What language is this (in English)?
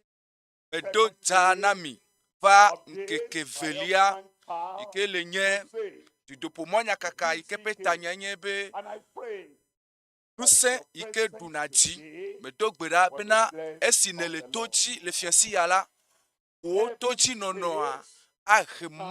Ewe